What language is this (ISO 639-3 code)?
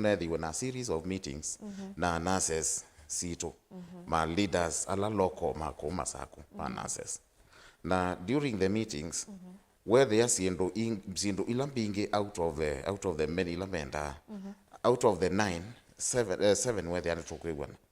kam